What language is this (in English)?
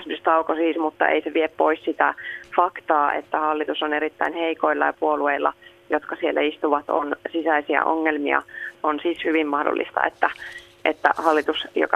Finnish